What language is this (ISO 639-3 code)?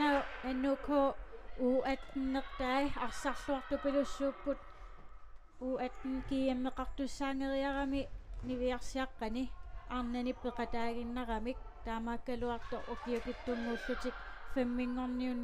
kal